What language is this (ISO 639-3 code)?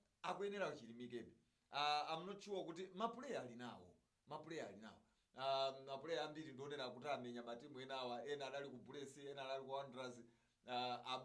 nya